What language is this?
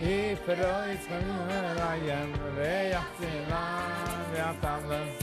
Yiddish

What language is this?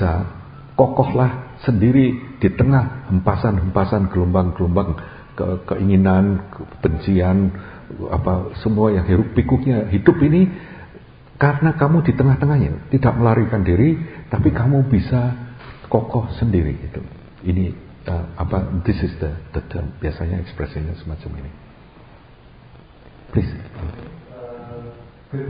Indonesian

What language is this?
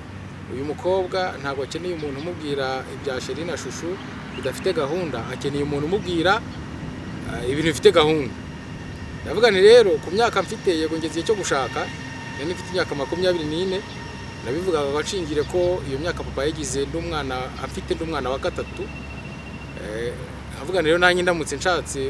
Kinyarwanda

